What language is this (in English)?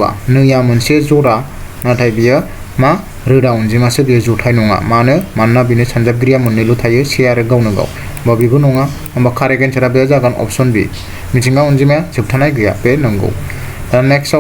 Bodo